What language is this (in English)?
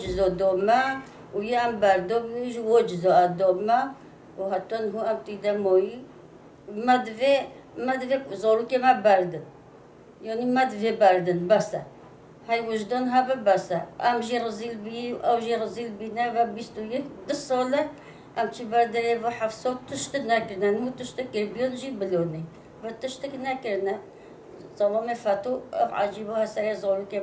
Kurdish